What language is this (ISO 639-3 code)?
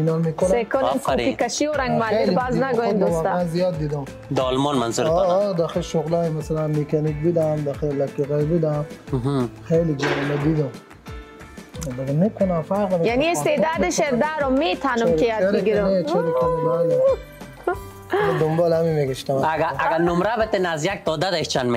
fas